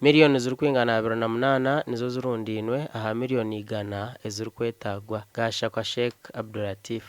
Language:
Nyankole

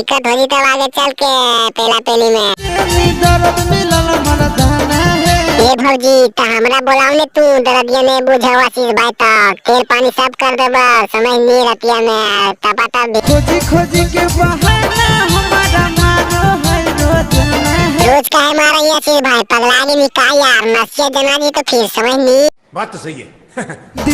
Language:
Magahi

